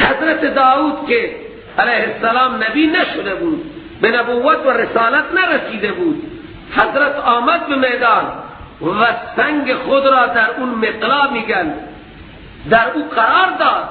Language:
Persian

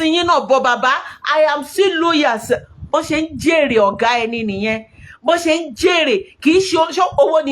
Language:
Yoruba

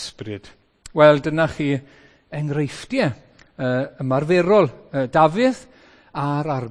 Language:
Welsh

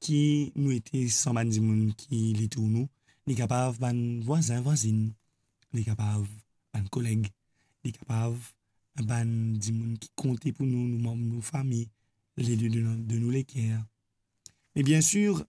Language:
Morisyen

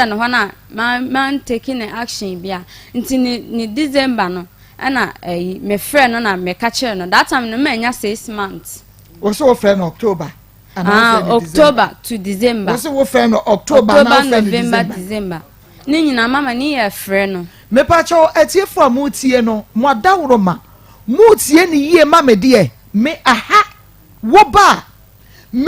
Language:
Akan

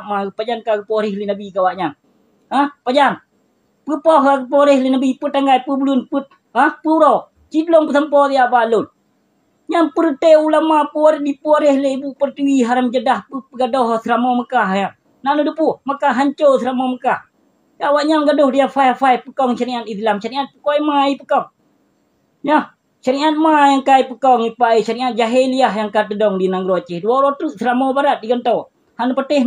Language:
Achinese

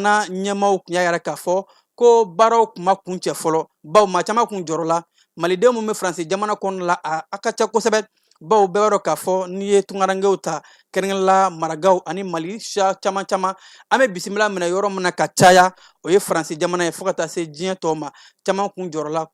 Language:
Bambara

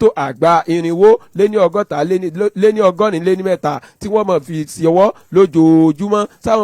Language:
Yoruba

